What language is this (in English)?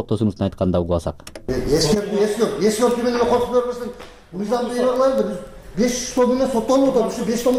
Kyrgyz